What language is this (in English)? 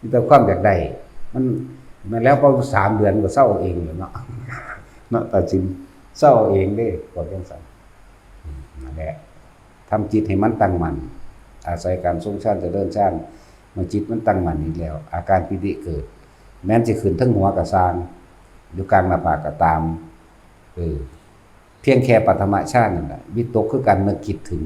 Northeastern Thai